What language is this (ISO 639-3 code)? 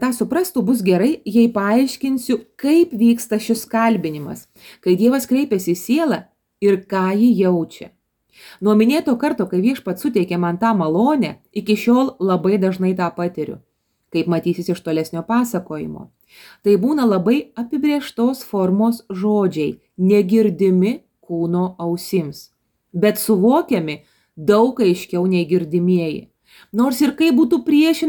lit